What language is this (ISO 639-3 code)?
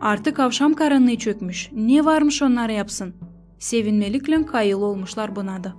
gag